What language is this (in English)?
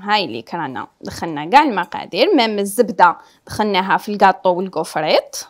Algerian Arabic